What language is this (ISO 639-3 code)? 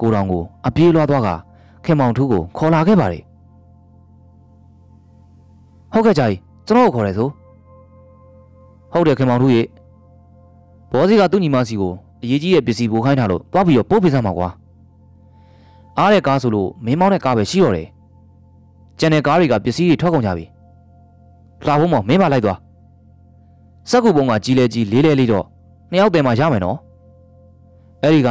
mya